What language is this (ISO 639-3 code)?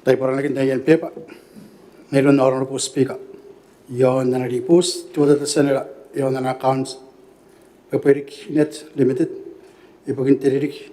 gil